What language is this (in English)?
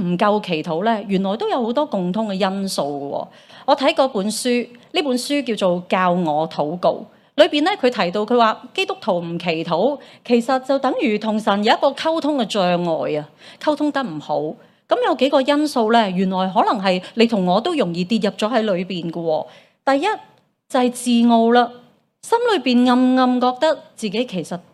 Cantonese